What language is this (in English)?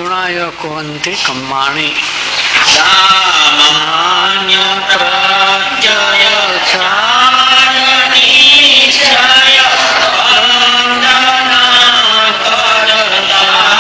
Gujarati